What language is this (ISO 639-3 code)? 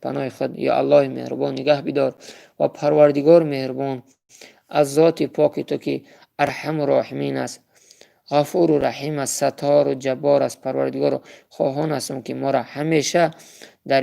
tgk